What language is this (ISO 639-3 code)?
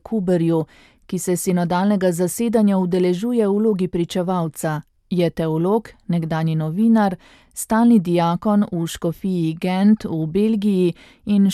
slv